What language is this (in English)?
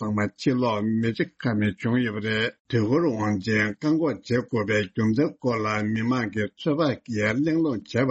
Tibetan